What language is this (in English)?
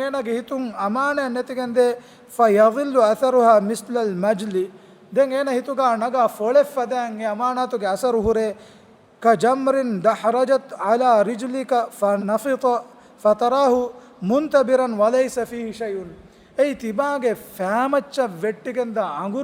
Divehi